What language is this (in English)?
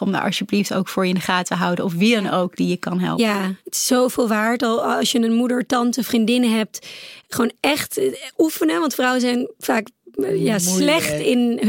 Dutch